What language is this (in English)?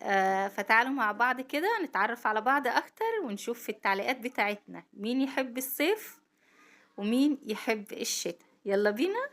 Egyptian Arabic